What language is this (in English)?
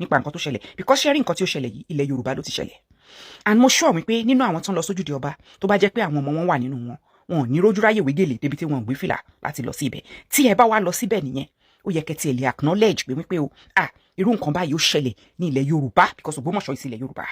Yoruba